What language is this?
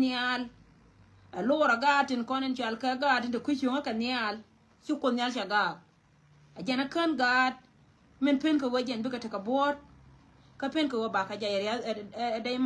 Nuer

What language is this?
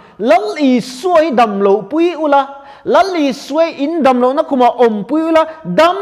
Mizo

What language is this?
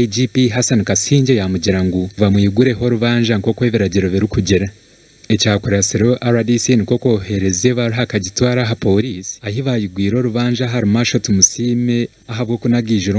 Nyankole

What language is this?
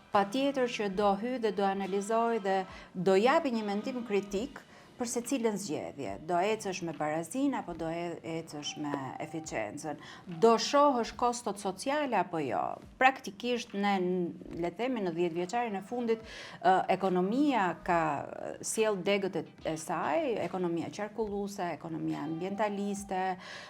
Albanian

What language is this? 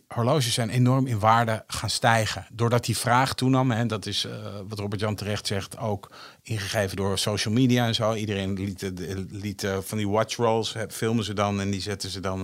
Dutch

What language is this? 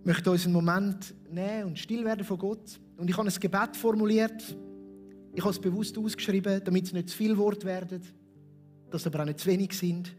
Swiss German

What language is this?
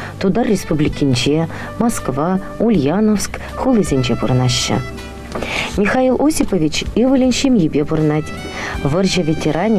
Chuvash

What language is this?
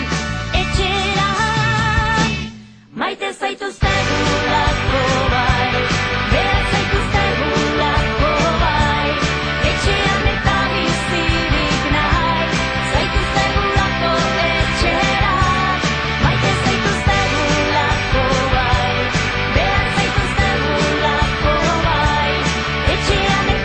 Basque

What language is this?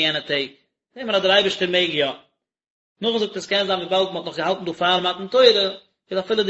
Yiddish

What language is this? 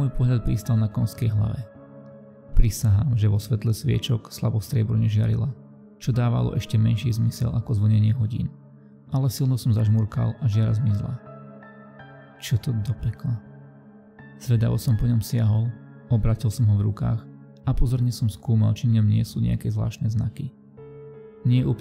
Slovak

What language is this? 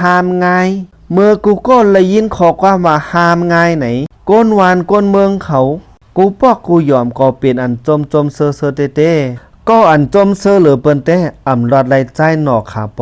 Shan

